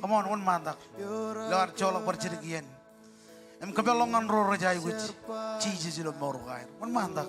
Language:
Marshallese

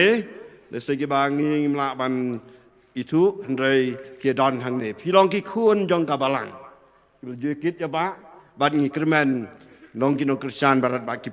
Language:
Khasi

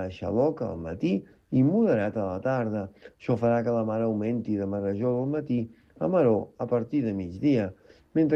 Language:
Catalan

